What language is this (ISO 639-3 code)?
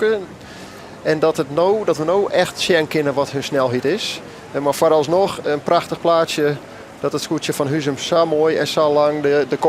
fry